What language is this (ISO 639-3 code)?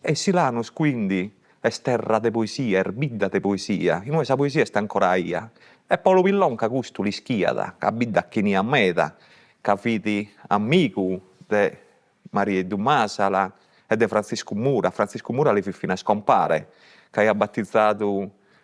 srd